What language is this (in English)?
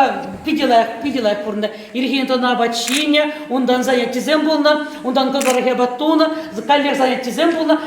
Chuvash